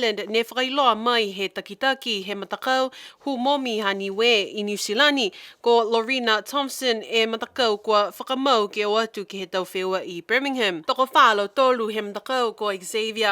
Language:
Niuean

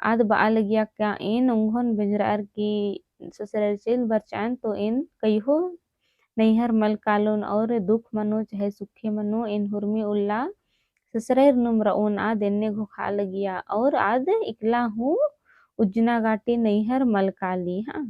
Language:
Kurukh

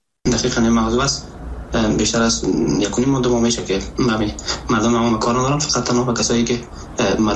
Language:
Persian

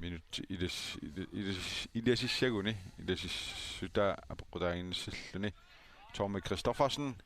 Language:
Kalaallisut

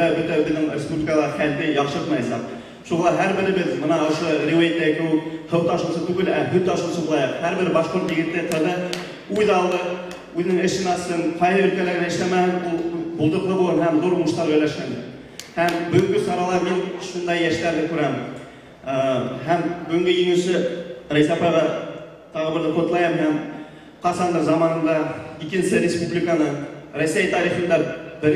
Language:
Bashkir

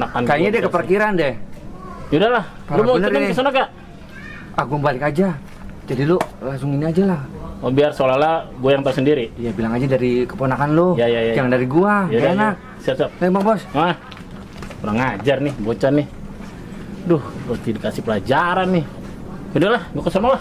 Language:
Betawi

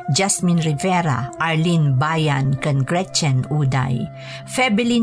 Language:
Iloko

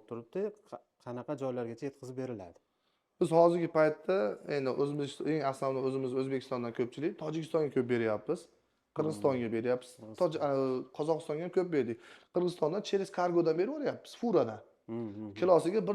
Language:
Uzbek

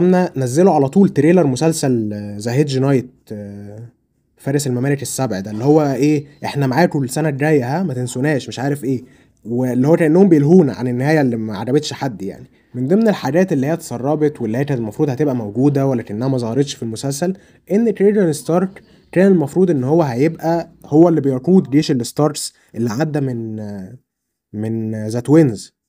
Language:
Egyptian Arabic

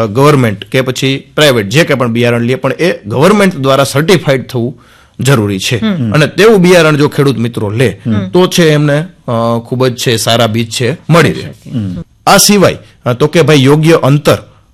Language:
Gujarati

